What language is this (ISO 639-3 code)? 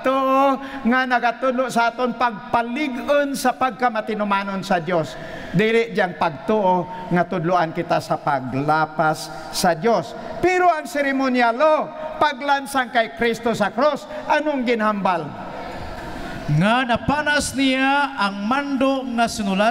hil